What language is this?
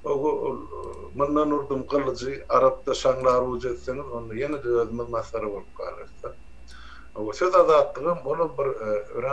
Turkmen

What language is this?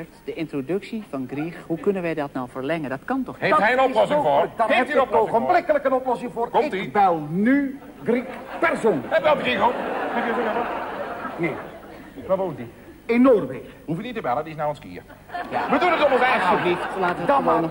Dutch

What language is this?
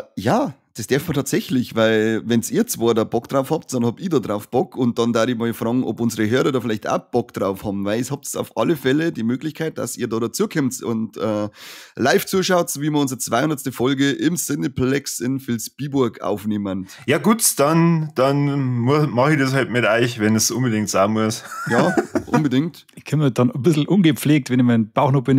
Bavarian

